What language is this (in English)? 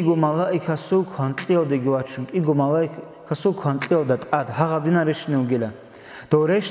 Avaric